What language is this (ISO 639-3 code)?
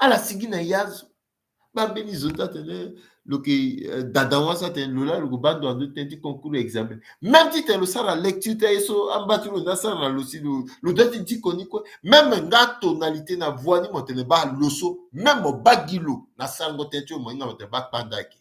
sag